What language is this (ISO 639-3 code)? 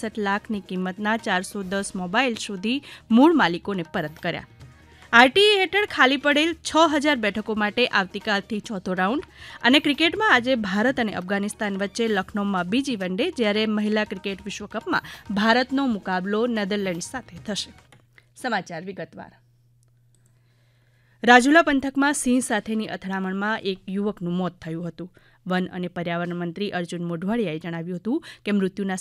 guj